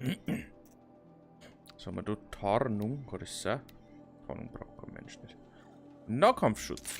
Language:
Bavarian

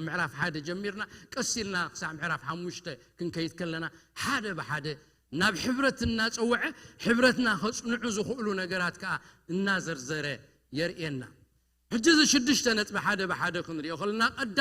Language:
Tigrinya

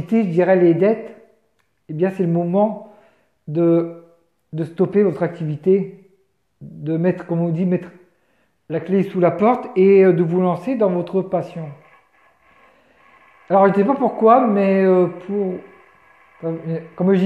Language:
French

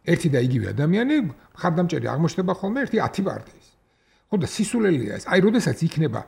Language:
Georgian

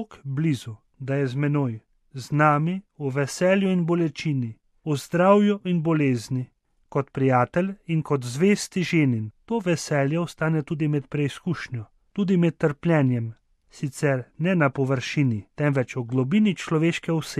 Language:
Slovenian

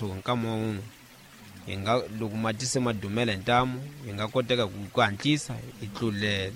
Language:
Tsonga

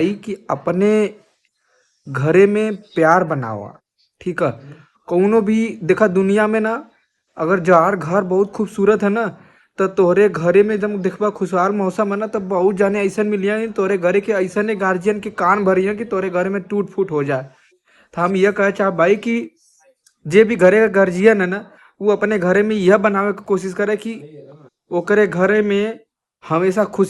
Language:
Bhojpuri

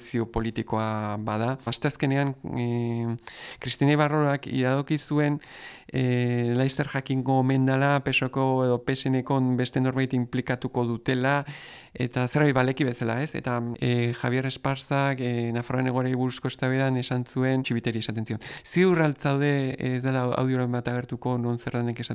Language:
Basque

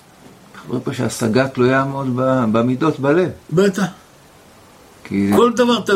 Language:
Hebrew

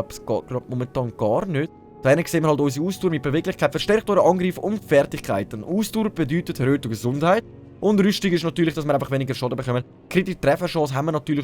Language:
Swiss German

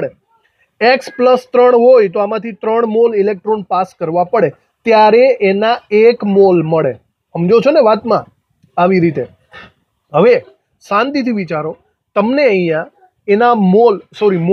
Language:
Gujarati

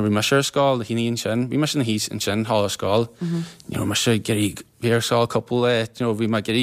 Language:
Irish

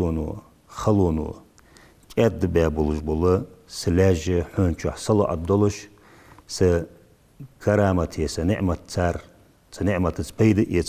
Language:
Ingush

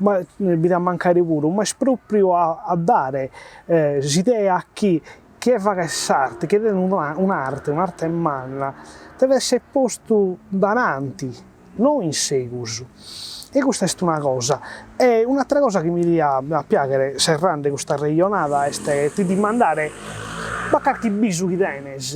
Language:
Sardinian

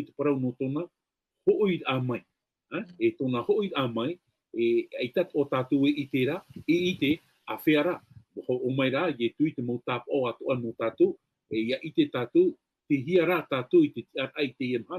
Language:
Tahitian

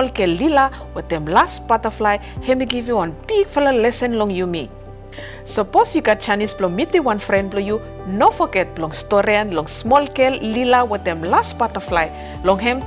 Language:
Bislama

